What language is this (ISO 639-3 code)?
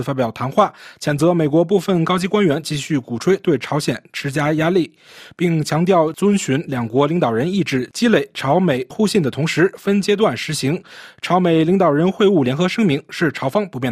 zho